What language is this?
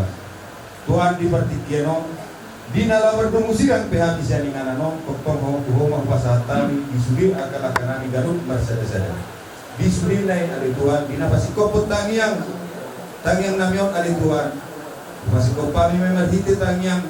Batak Toba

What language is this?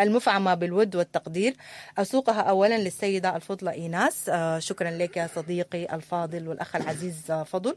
Sudanese Arabic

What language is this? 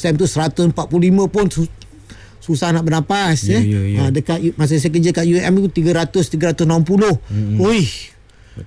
Malay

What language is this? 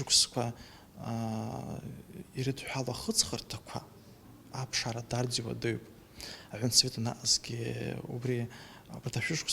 Abkhazian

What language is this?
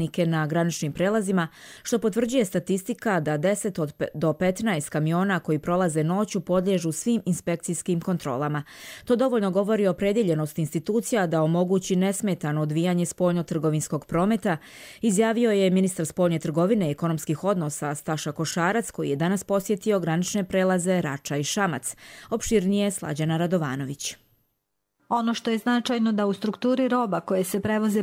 Bosnian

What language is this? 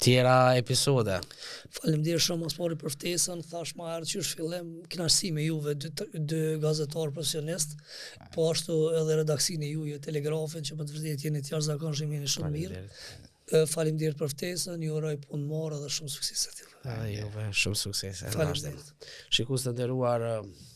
Albanian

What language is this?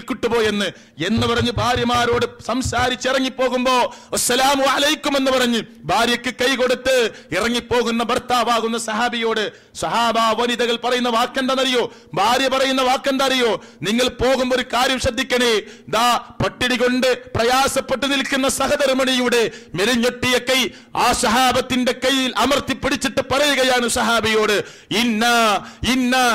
Malayalam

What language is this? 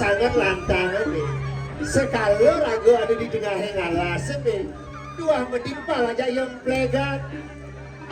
Balinese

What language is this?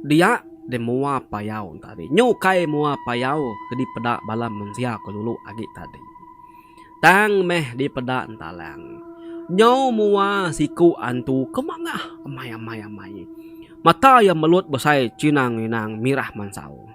Iban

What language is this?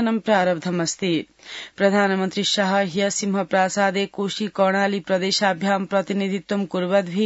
Sanskrit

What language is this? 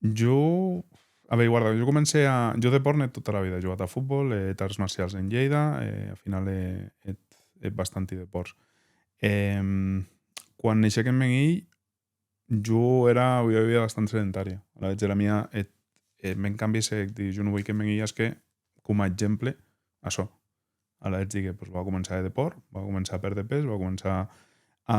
Occitan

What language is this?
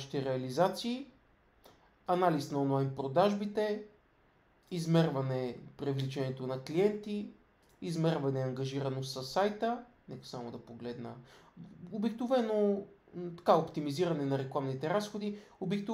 Bulgarian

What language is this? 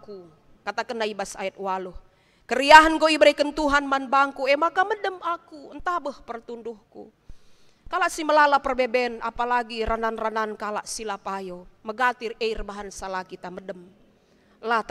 Batak Karo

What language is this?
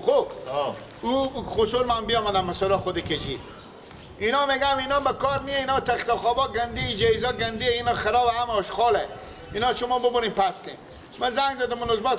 Persian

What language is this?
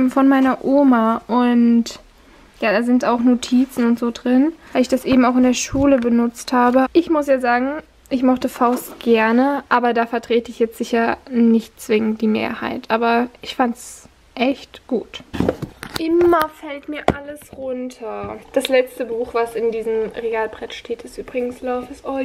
German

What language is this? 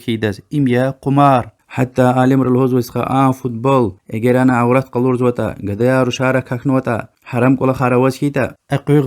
Lezghian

